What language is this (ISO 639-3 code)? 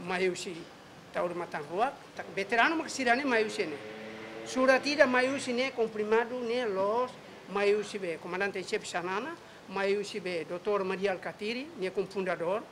tet